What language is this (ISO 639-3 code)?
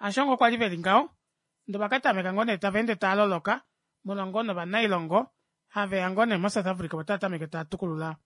kua